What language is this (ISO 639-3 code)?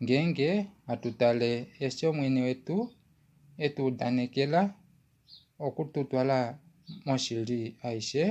kua